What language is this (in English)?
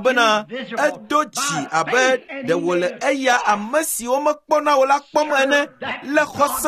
Ewe